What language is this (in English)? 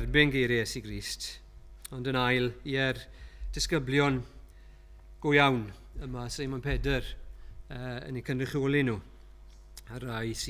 Welsh